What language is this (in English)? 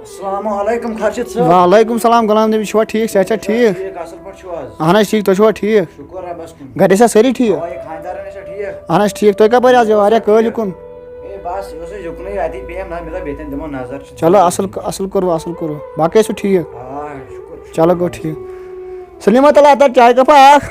Kashmiri